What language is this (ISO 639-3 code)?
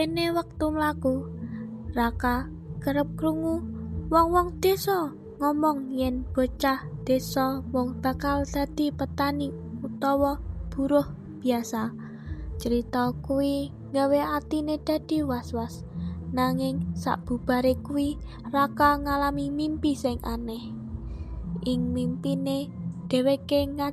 jav